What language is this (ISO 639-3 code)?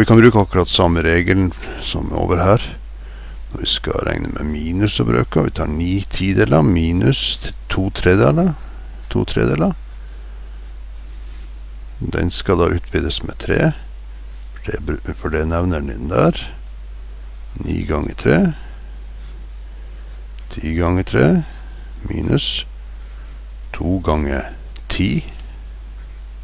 nor